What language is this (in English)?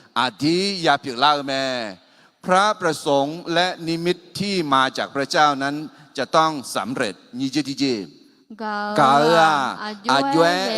Akha